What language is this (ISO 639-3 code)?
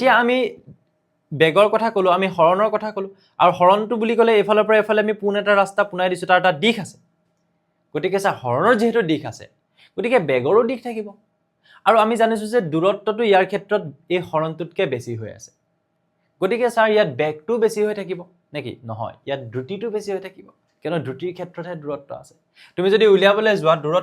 asm